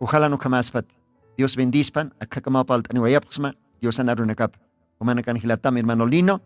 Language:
Aymara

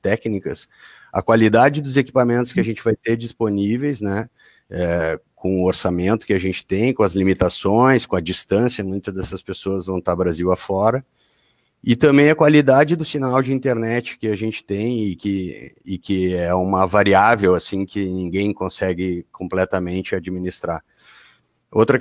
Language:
Portuguese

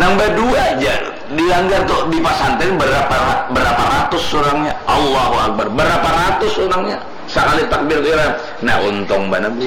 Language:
Banjar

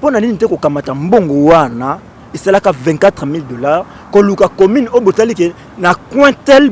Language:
Lingala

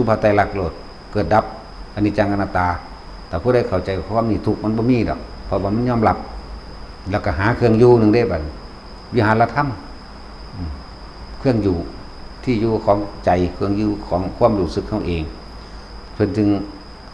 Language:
Northeastern Thai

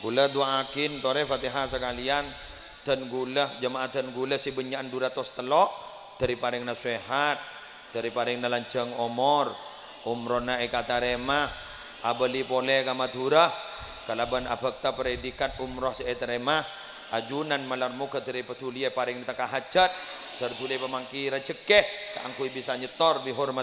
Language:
Madurese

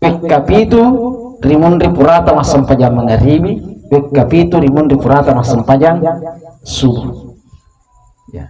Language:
Buginese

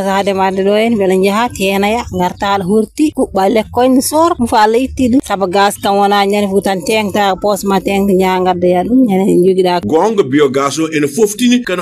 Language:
Fula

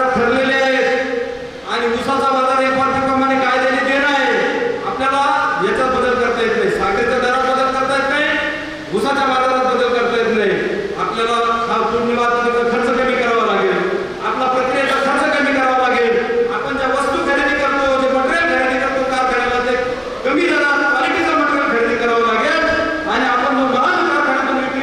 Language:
Marathi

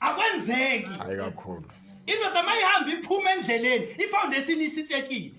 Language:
Zulu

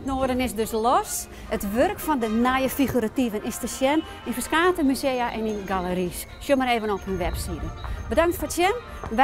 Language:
Western Frisian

